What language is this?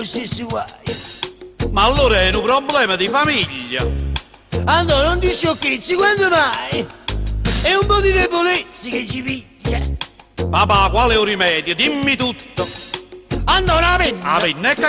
Neapolitan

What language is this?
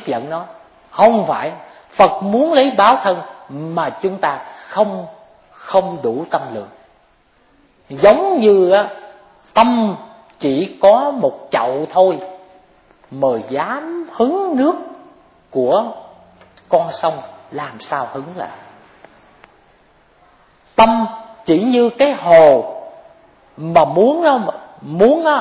Vietnamese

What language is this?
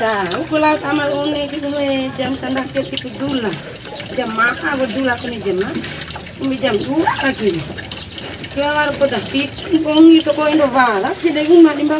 Bima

